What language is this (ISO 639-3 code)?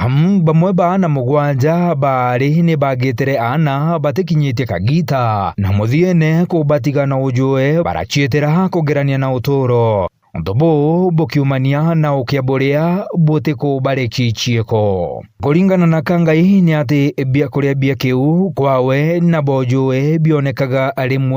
mer